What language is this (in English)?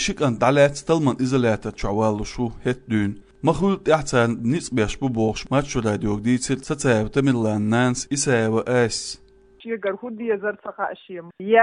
Chechen